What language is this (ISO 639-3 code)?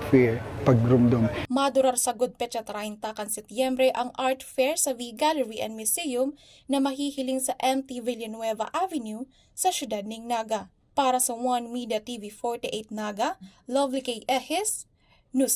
bik